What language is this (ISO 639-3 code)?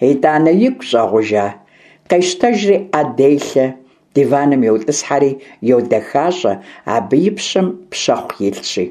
kbd